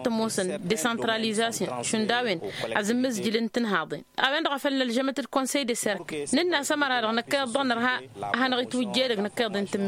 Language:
Tamasheq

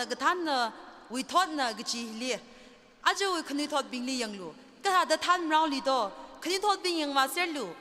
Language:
Tangkhul Naga (India)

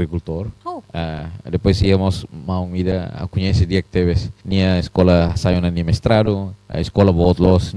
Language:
Tetum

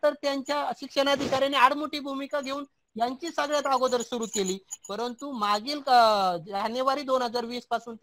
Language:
Marathi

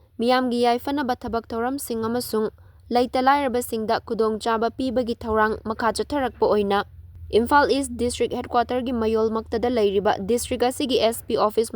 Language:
Manipuri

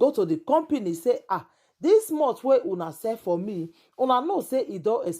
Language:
Nigerian Pidgin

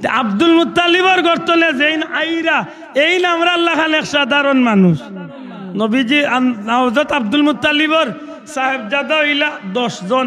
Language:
Sylheti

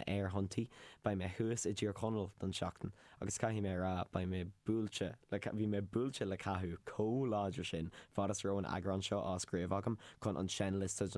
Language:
Irish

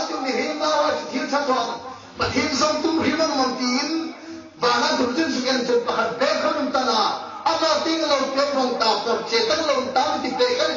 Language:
Hmar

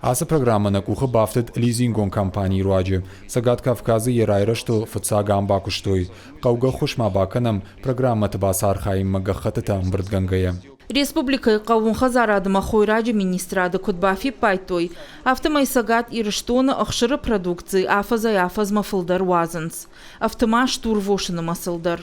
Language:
Ossetic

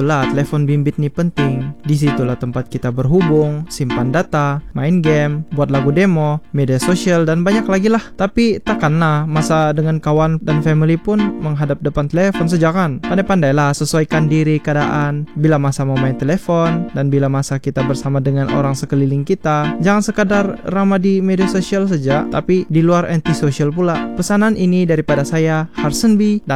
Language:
Malay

